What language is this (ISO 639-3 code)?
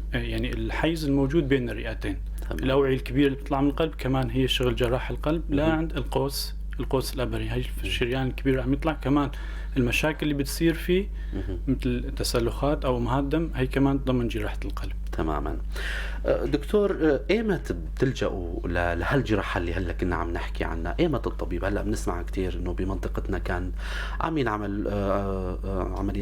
apc